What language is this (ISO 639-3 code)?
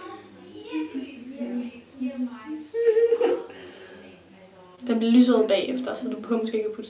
dan